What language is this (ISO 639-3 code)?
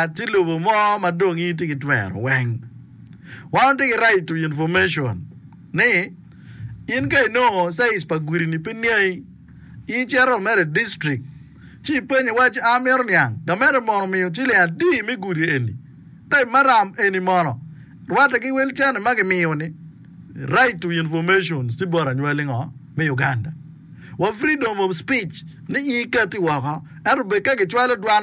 ach